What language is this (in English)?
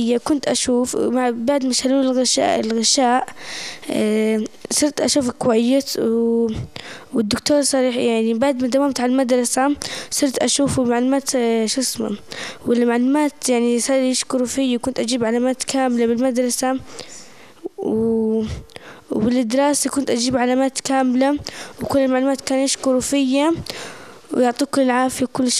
North Levantine Arabic